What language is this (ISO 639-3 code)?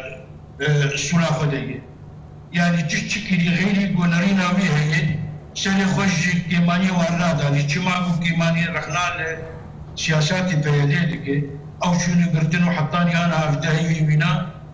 kur